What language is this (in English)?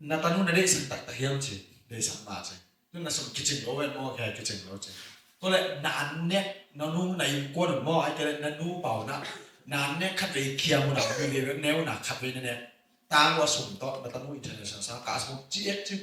Tedim Chin